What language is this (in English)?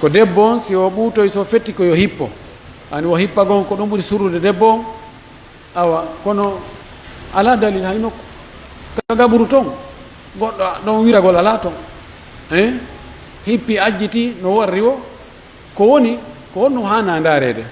Pular